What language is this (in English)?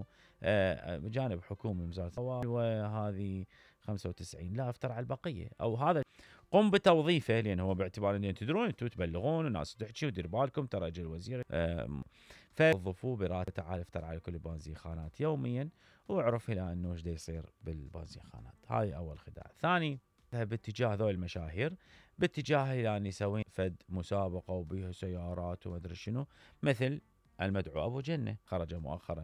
Mesopotamian Arabic